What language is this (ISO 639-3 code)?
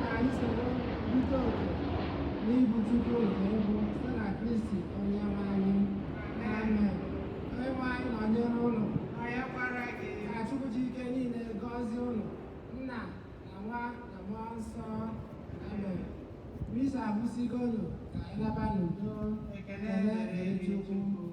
ibo